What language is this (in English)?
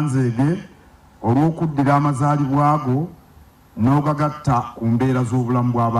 Ganda